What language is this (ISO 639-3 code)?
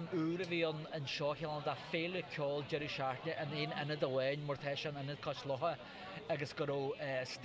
gle